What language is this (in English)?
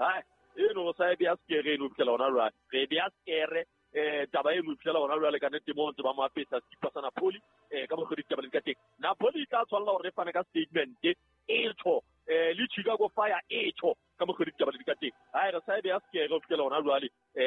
Southern Sotho